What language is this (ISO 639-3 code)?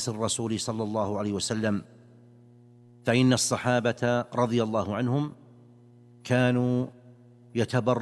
ara